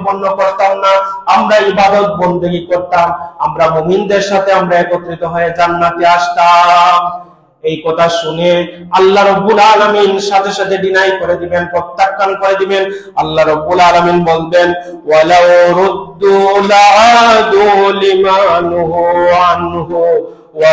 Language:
Bangla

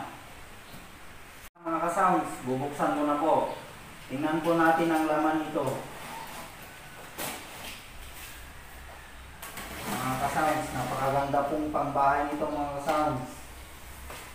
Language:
Filipino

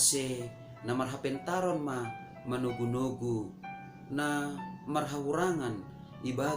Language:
Batak Simalungun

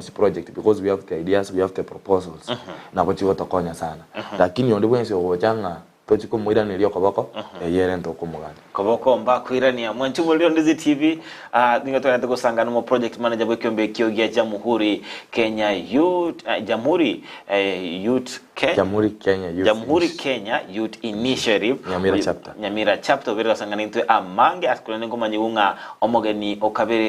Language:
Gusii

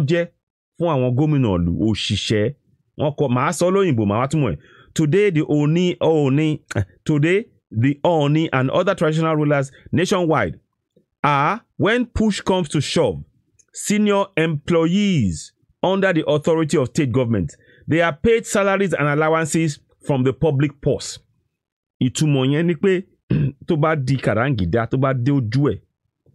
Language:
Yoruba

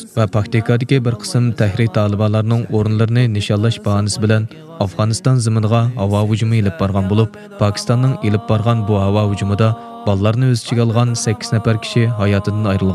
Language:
Uyghur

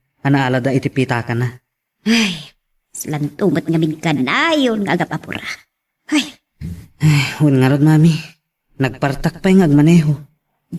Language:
Iloko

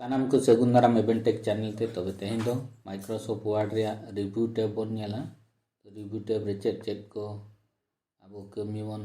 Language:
Santali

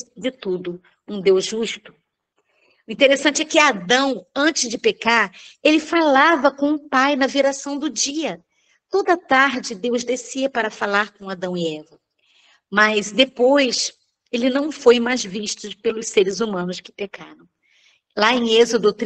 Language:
Portuguese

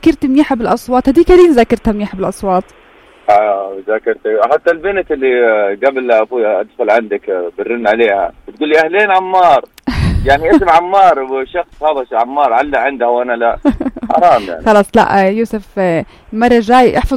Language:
North Levantine Arabic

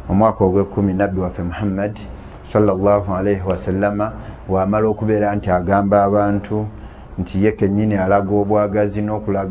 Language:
Ganda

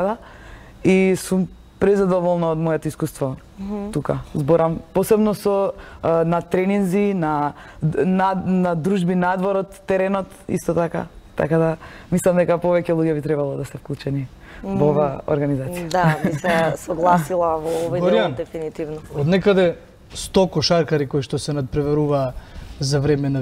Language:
Macedonian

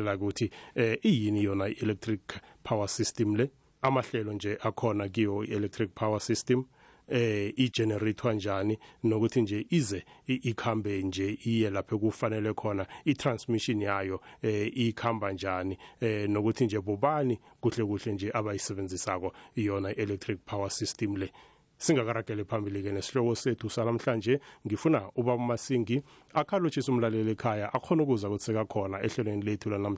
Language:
South Ndebele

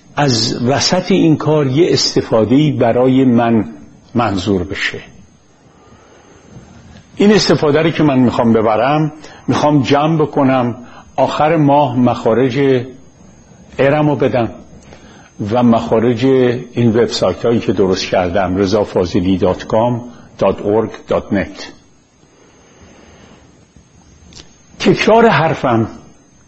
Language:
Persian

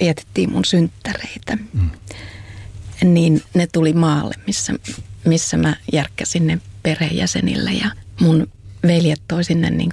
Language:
Finnish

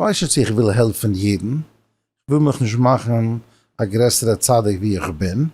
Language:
Yiddish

